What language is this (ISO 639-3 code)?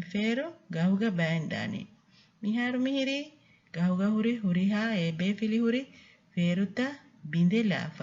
div